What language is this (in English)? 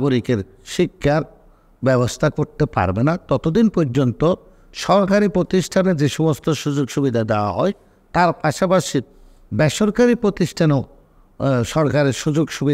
Bangla